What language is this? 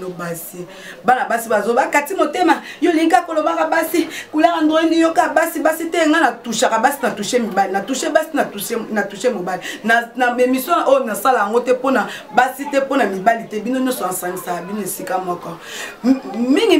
Lingala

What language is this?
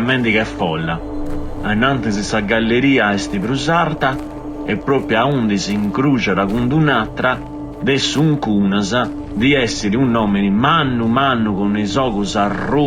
Sardinian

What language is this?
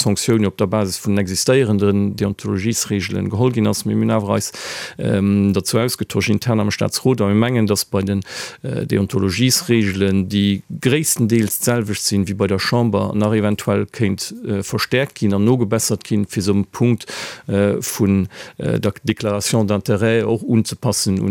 Luxembourgish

